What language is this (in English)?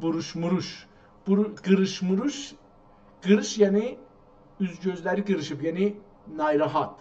South Azerbaijani